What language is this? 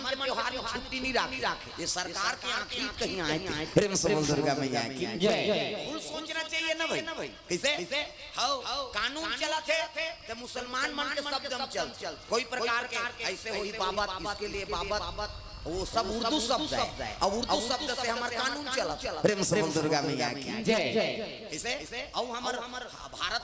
Chhattisgarhi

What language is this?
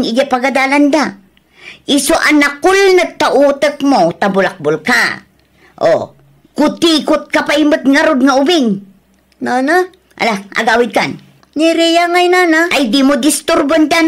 Iloko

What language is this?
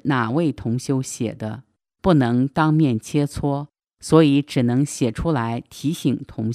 Chinese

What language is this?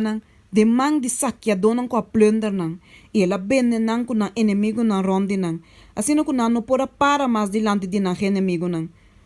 Papiamento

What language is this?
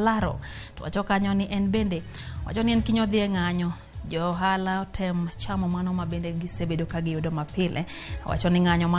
Luo (Kenya and Tanzania)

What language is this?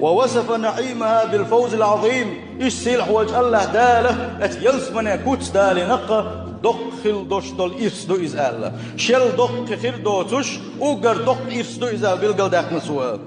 Chechen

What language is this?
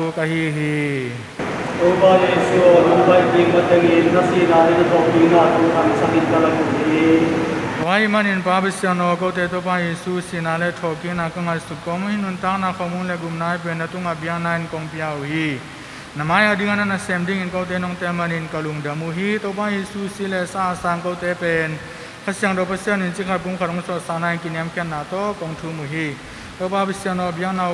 Tedim Chin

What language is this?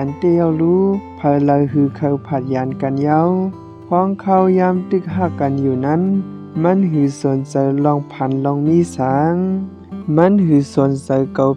Shan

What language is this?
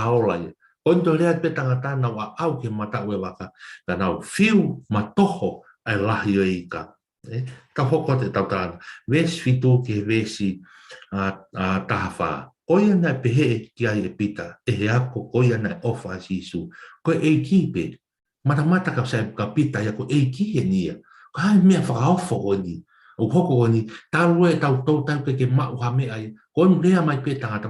Tongan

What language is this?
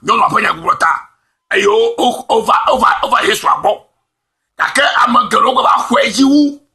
Ewe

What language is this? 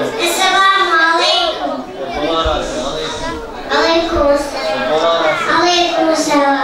Bosnian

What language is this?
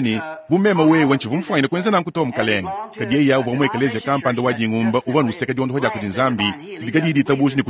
Luba-Lulua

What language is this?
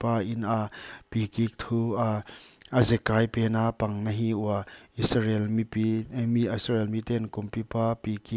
Paite Chin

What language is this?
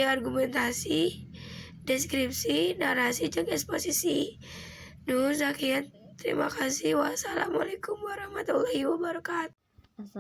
Sundanese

